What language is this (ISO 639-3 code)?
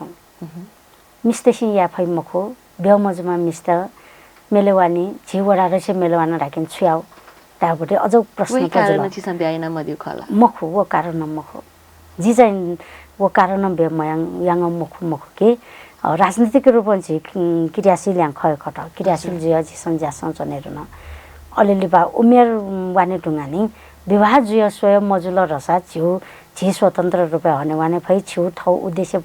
new